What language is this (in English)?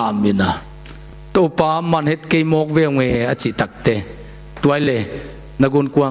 Tedim Chin